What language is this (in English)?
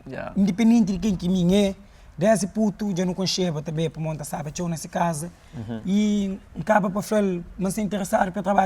Kabuverdianu